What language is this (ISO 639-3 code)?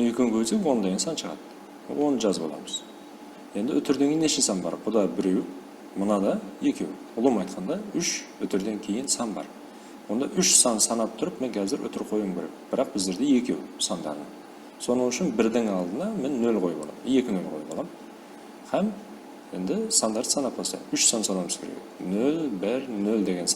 kaa